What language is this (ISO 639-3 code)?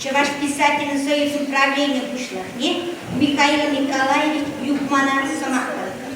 chv